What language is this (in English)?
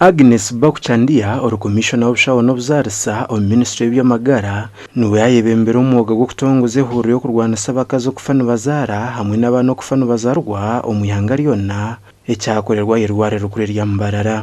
Nyankole